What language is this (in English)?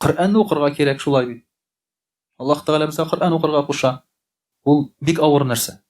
Tatar